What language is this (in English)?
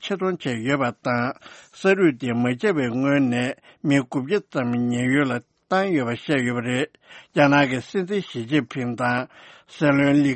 Tibetan